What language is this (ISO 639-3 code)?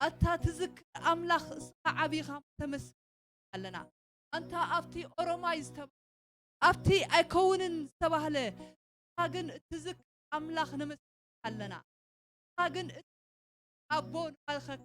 tir